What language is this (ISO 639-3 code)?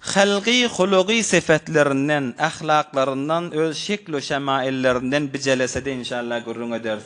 tuk